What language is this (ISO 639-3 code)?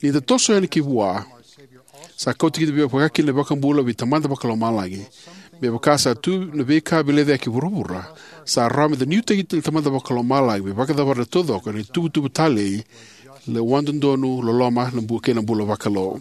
fij